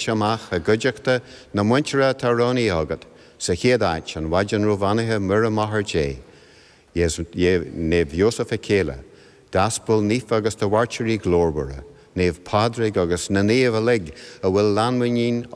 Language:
Irish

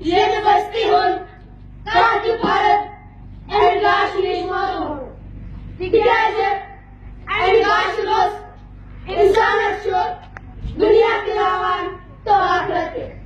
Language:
Kashmiri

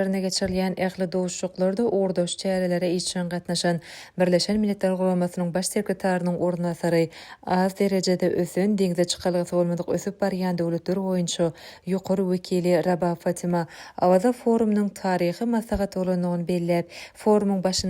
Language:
Turkmen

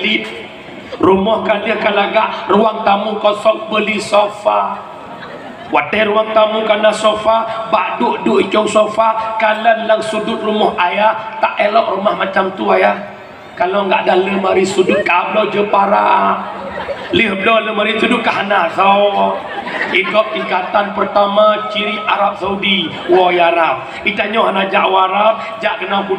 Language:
Achinese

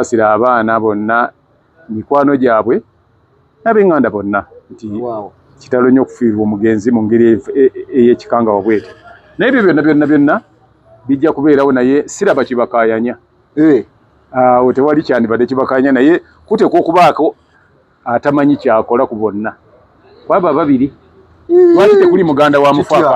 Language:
Ganda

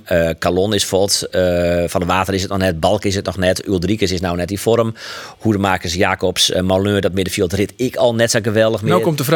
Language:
Western Frisian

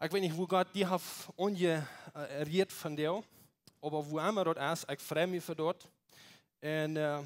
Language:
Plautdietsch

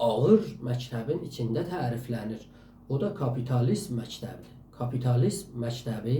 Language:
South Azerbaijani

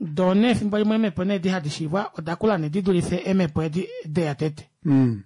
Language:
Kuanyama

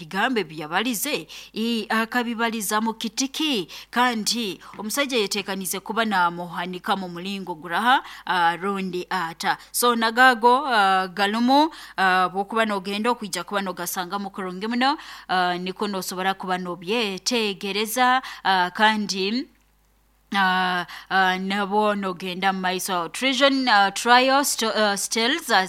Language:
Nyoro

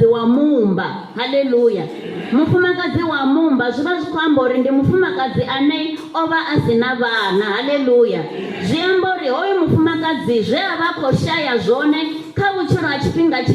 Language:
Venda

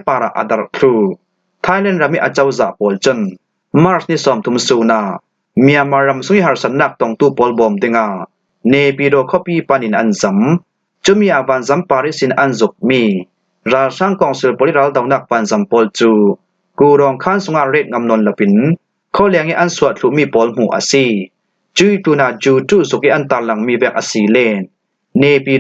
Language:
Falam Chin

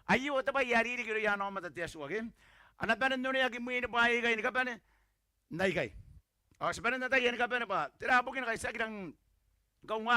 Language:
Gilbertese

